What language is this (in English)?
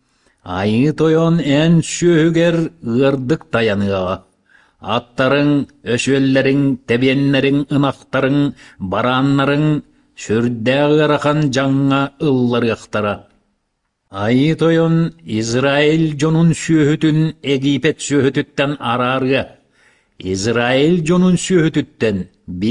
Yakut